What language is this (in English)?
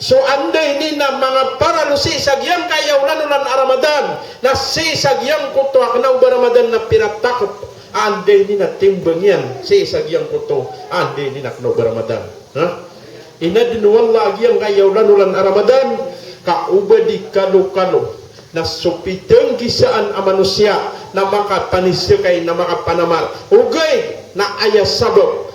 Maranao